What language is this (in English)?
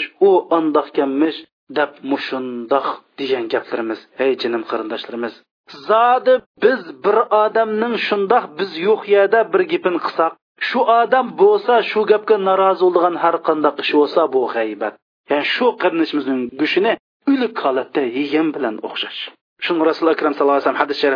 Uyghur